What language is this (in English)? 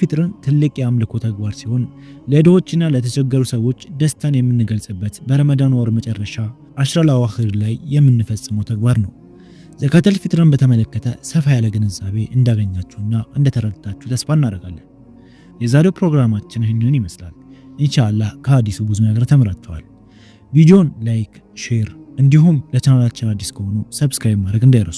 Amharic